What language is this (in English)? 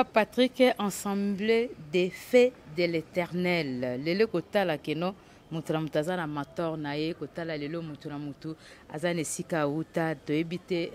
Lingala